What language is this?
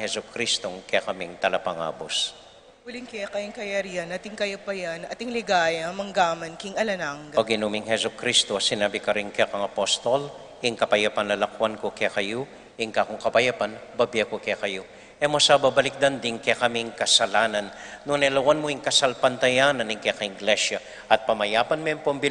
Pampanga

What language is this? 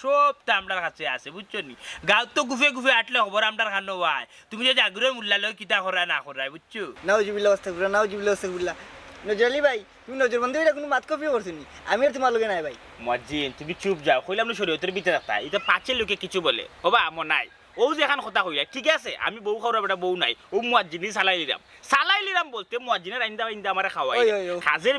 Sylheti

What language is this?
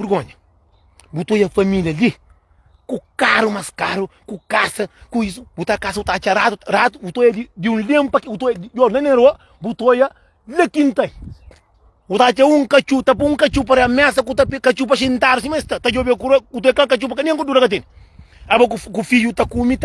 Kabuverdianu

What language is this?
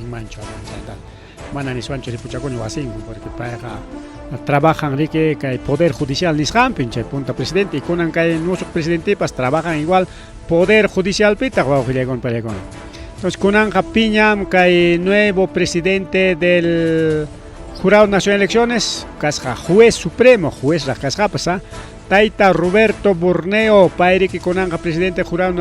Ayacucho Quechua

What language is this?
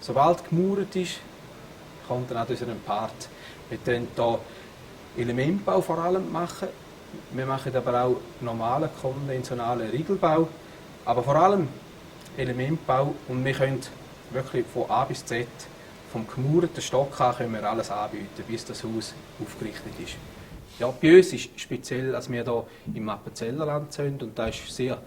Swiss German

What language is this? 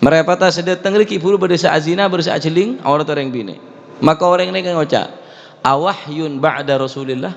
Madurese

